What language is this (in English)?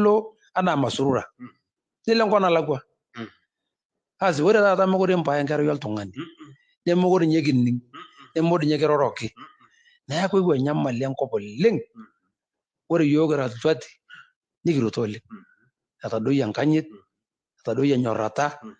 Masai